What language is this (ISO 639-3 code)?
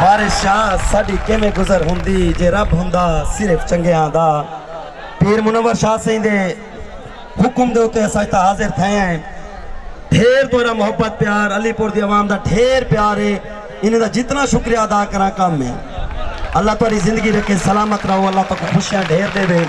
skr